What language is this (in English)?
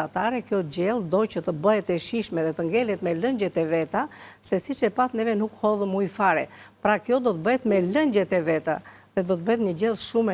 Albanian